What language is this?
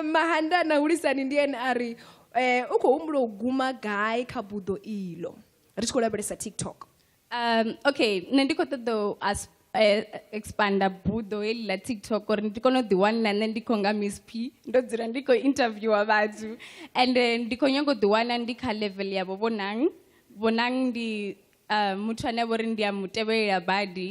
Venda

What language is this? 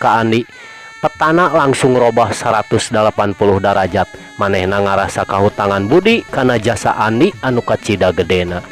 Sundanese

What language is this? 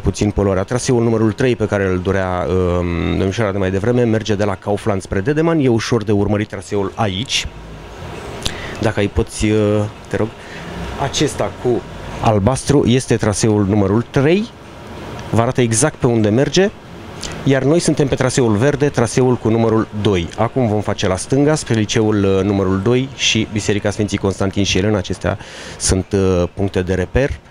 Romanian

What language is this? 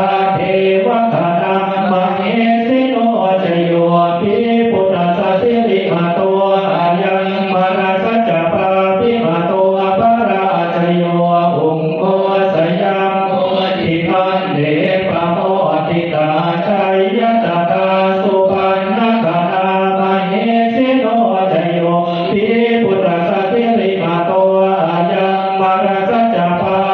Pali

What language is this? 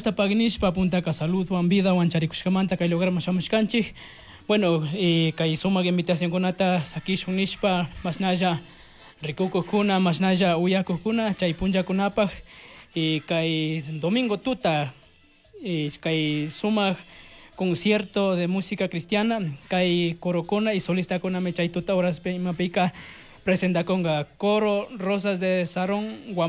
Chimborazo Highland Quichua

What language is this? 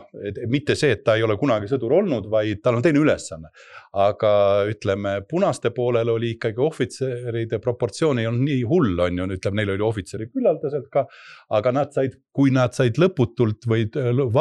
Estonian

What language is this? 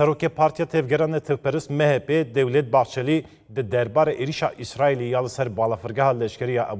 Kurdish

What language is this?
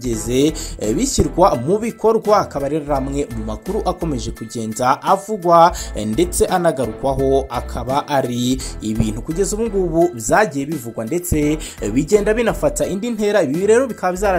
Kinyarwanda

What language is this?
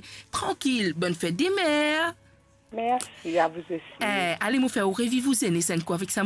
Morisyen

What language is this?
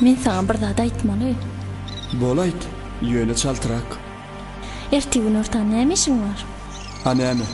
Turkmen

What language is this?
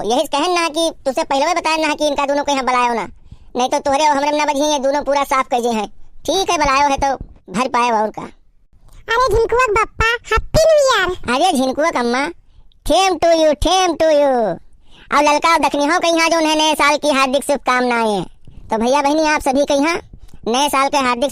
Awadhi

